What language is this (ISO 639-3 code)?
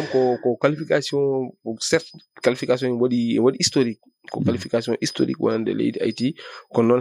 ful